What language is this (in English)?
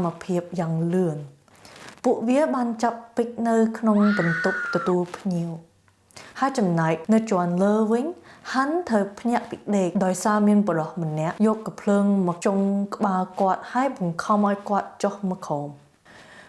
Khmer